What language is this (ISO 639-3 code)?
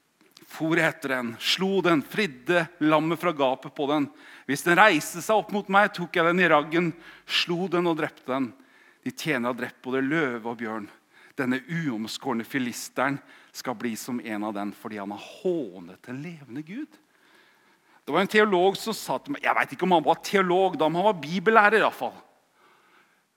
nor